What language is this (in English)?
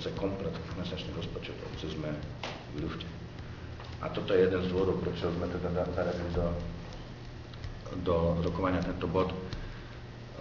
Slovak